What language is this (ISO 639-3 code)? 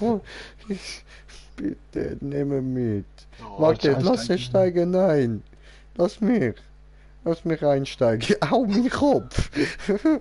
gsw